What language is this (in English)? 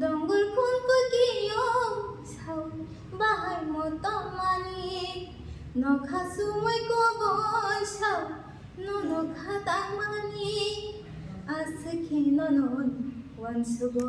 Kok Borok